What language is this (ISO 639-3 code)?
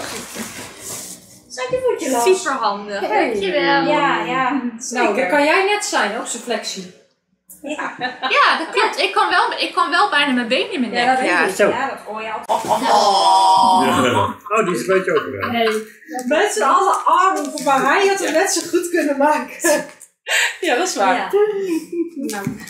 nld